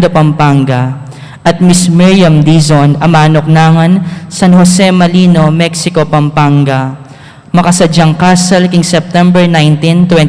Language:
Pampanga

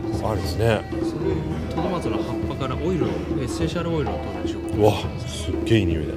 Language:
Japanese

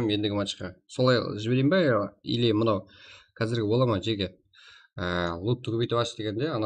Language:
Kara-Kalpak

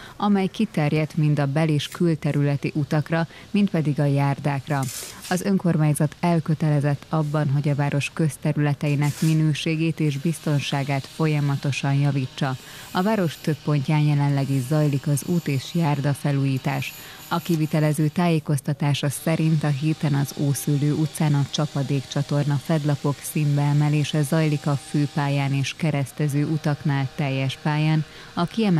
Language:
Hungarian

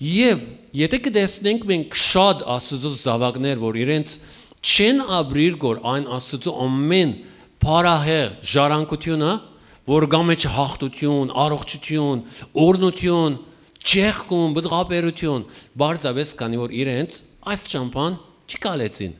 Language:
Western Armenian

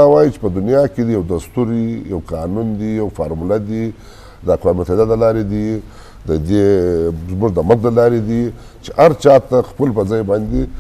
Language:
Eastern Balochi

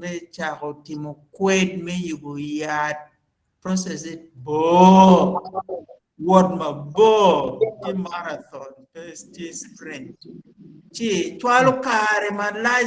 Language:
Acoli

